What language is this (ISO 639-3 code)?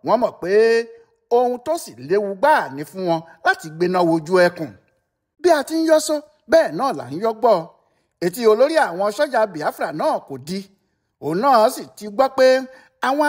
yor